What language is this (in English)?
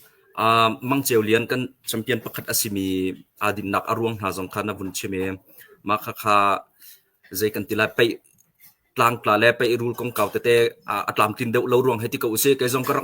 Hakha Chin